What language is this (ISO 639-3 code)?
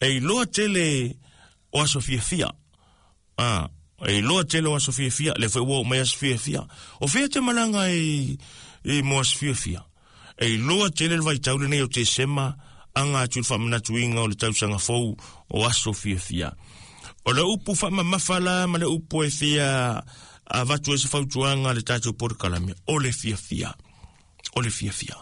smo